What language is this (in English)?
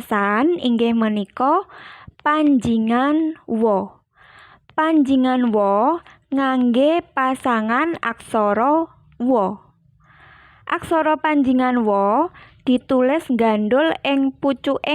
Javanese